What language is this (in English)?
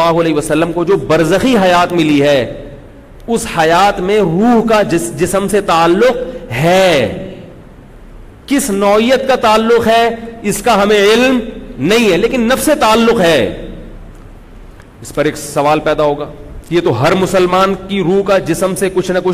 Urdu